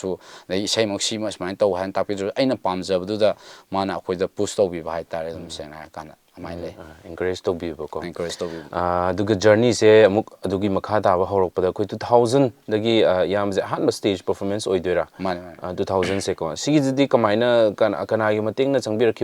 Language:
Manipuri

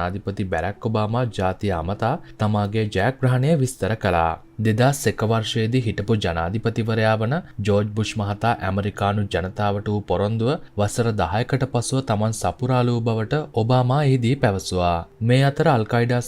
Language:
Sinhala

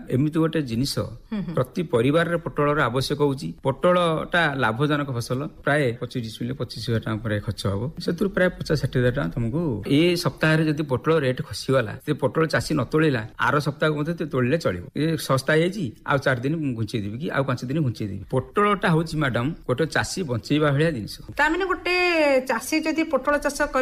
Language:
Odia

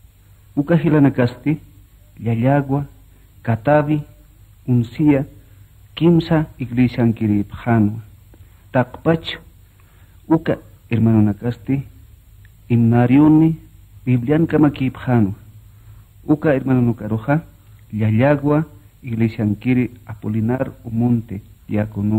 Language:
Aymara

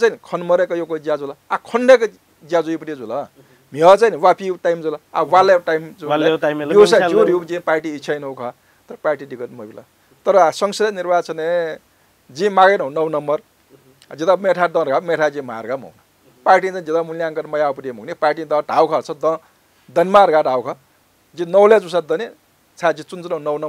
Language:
Newari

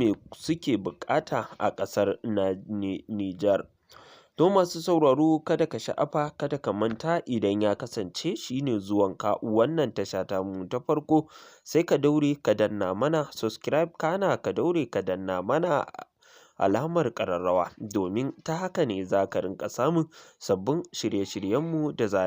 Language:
Hausa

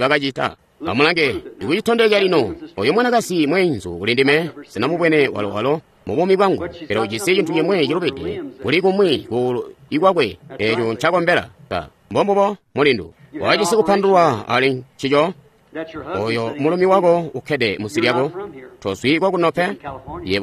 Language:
Tonga (Zambia)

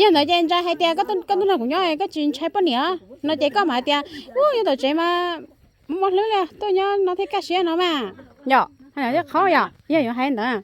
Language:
Hmong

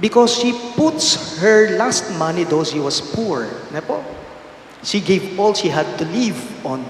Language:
Pampanga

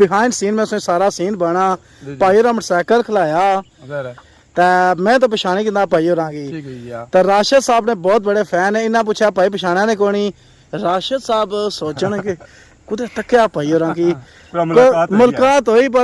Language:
Pahari-Potwari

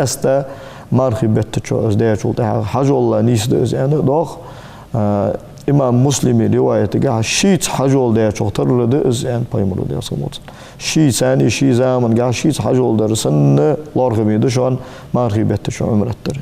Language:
Ingush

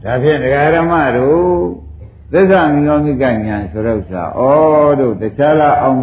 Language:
Burmese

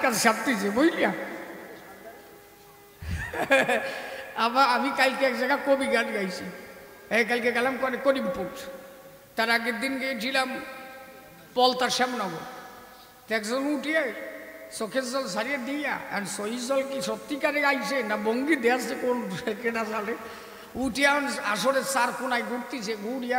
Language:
Bangla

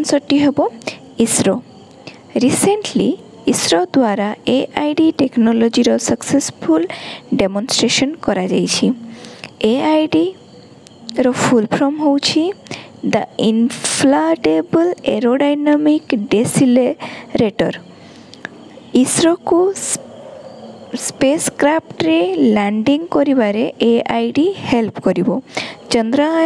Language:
Odia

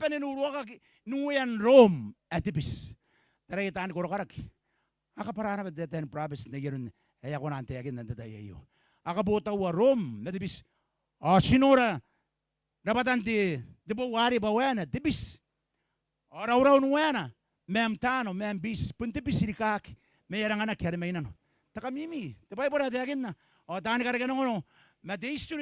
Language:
Gilbertese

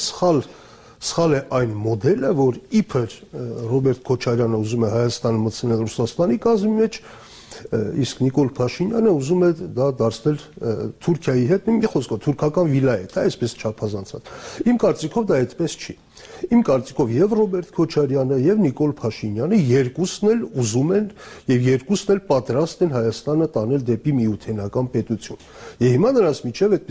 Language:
Armenian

